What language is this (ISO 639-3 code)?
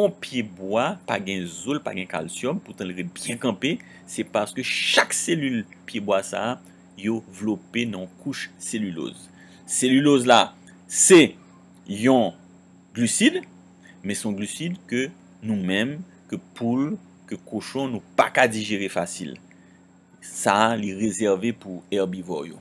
hat